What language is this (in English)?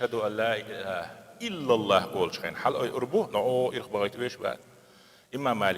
Chechen